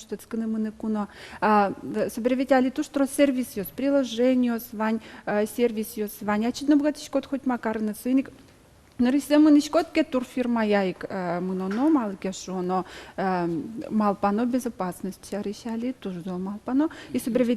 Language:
Udmurt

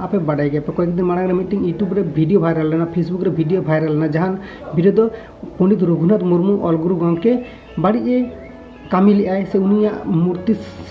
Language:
Santali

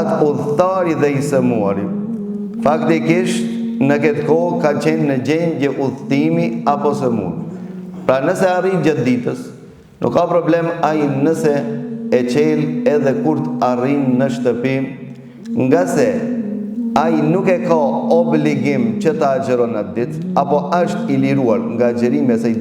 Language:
Albanian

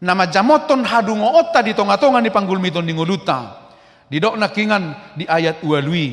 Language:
Batak Toba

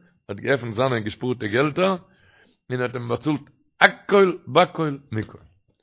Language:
Yiddish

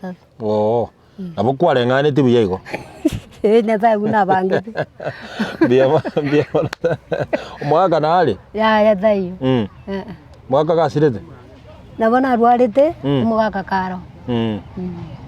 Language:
Gusii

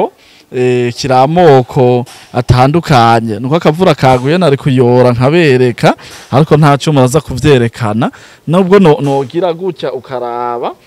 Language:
Rundi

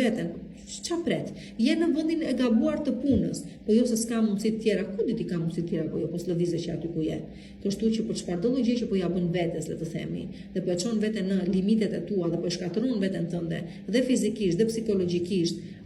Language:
Albanian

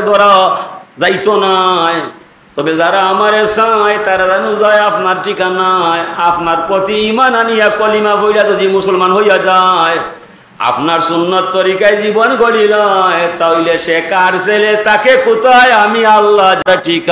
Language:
Sylheti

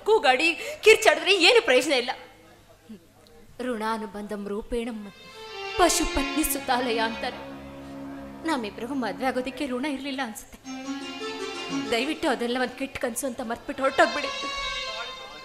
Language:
Kannada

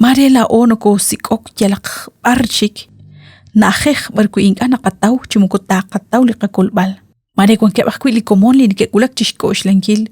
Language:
Kekchí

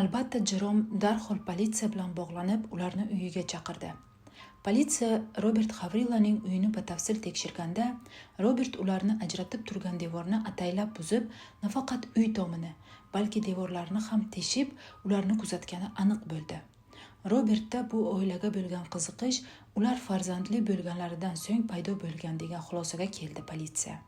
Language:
Uzbek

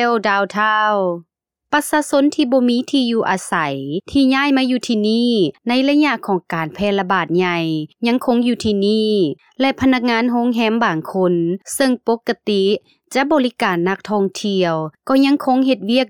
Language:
Lao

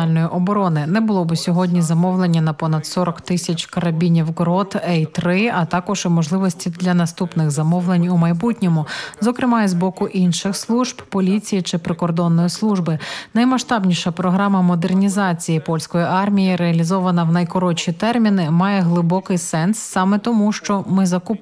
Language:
Ukrainian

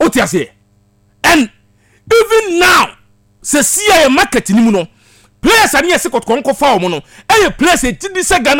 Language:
Akan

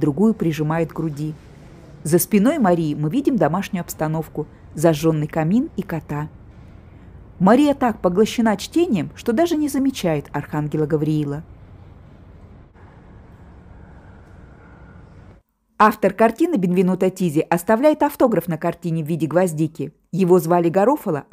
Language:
Russian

